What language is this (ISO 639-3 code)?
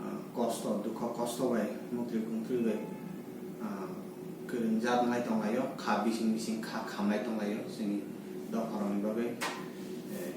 trp